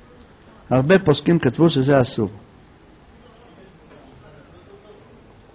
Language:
Hebrew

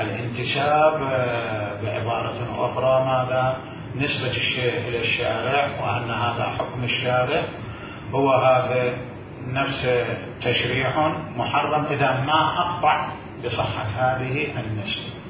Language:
Mesopotamian Arabic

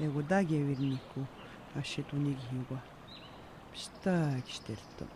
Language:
Atikamekw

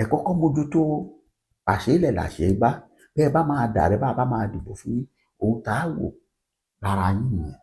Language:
Yoruba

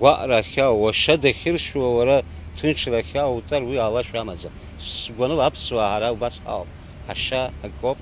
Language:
Abkhazian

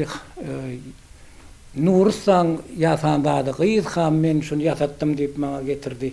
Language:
Turkmen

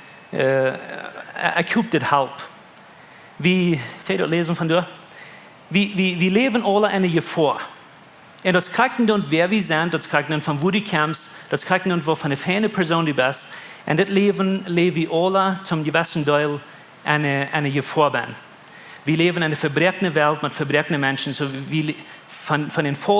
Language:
Plautdietsch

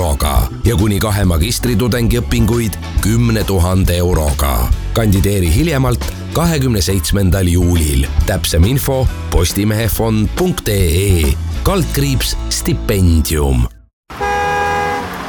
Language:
Estonian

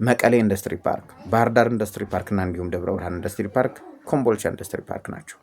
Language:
Amharic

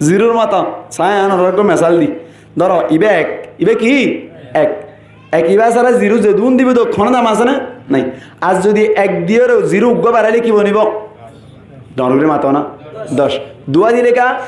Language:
Rohingya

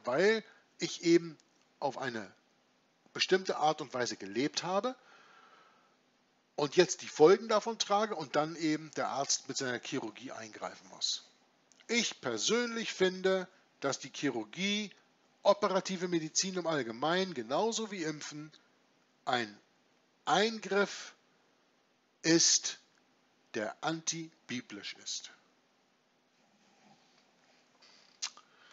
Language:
German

